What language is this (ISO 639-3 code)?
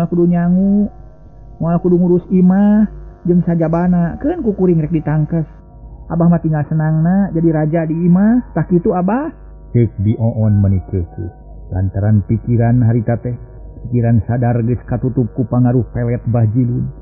sun